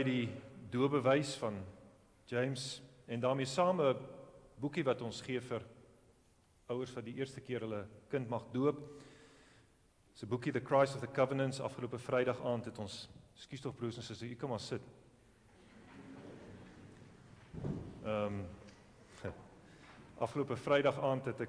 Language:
Afrikaans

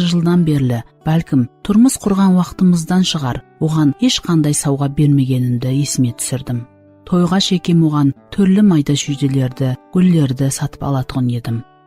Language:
Kara-Kalpak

